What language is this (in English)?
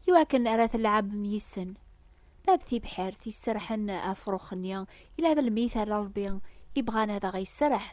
Kabyle